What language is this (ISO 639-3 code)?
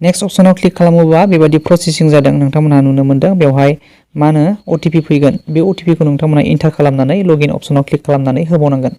brx